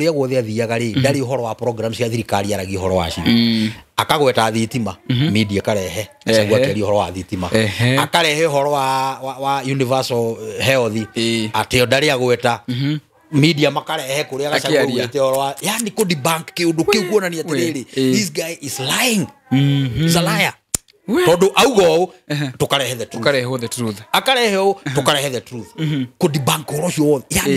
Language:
Kikuyu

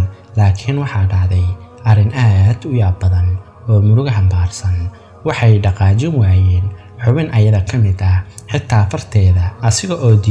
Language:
Somali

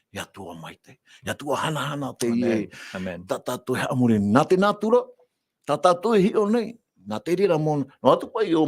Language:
Tahitian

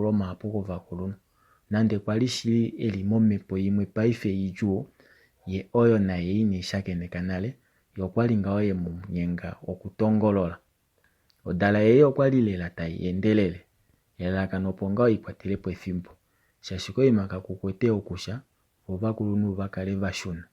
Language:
Kuanyama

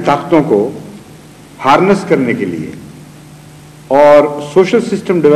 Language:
Urdu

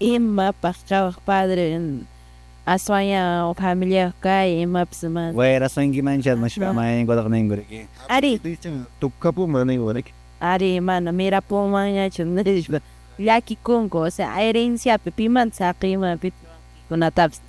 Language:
Quechua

